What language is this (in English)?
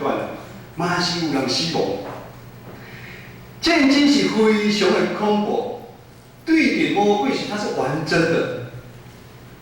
Min Nan Chinese